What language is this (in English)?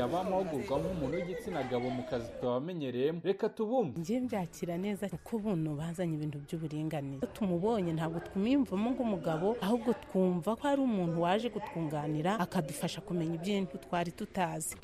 Kinyarwanda